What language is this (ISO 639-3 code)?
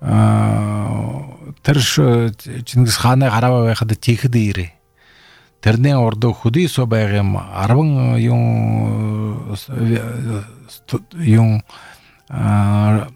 bel